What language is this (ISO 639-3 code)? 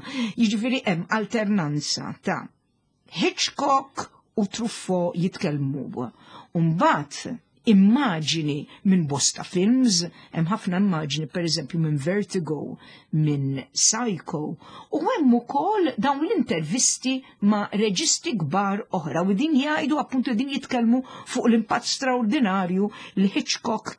mlt